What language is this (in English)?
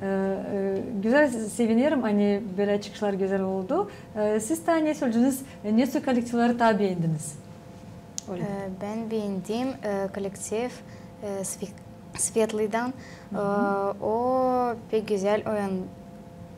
Gagauz